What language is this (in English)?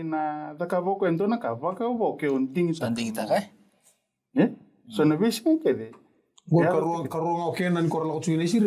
Fijian